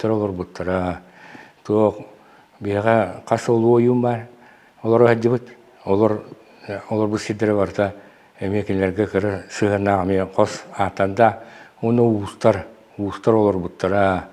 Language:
Yakut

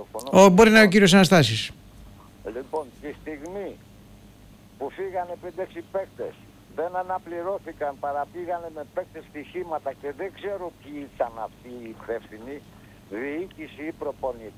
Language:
Greek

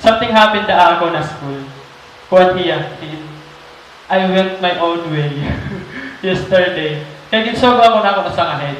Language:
Waray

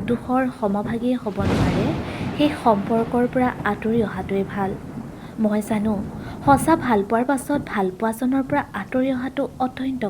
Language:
Assamese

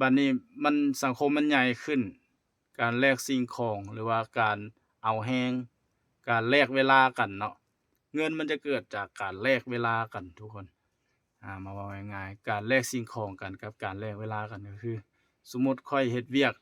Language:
Lao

